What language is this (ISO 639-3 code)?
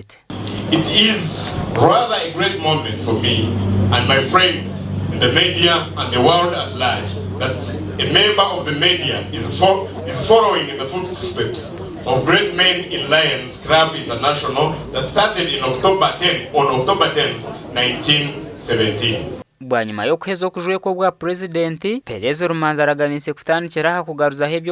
nyn